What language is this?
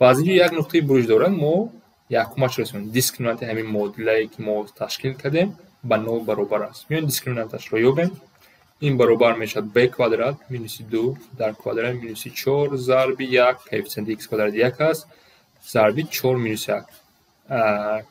Tajik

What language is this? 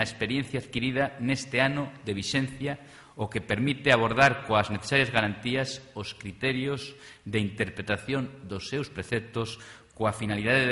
Galician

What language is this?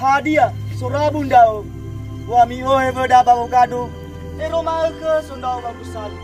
Nias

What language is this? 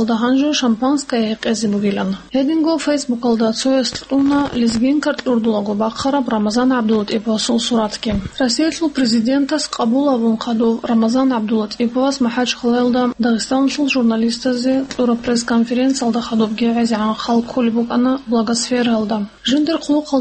Avaric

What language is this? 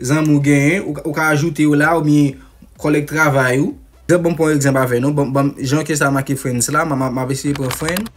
Haitian Creole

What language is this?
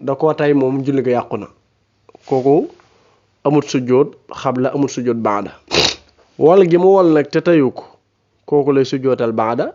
Wolof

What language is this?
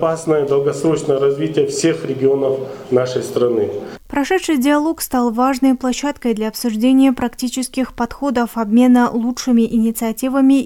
Russian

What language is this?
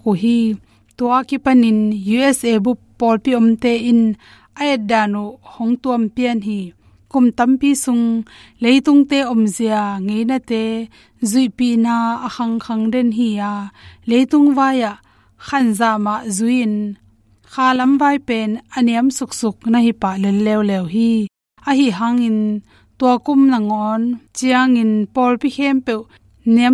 Tedim Chin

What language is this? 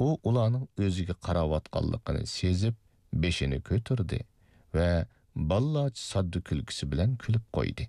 Uyghur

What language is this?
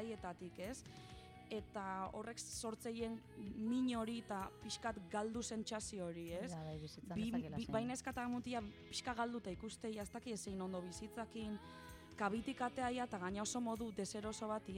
Basque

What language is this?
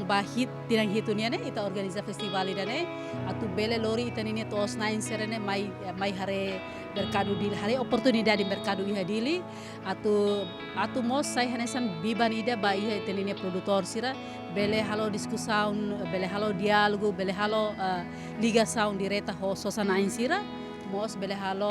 Tetum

